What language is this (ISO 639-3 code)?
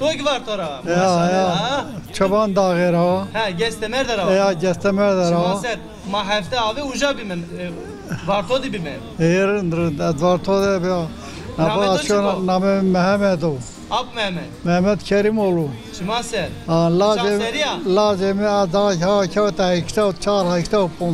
zza